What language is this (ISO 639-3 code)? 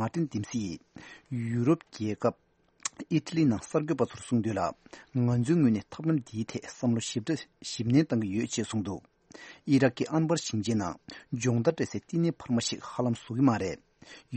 bod